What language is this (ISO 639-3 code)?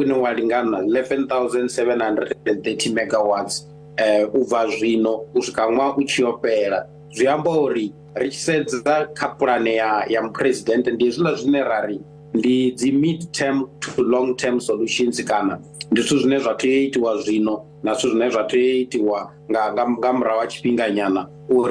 ven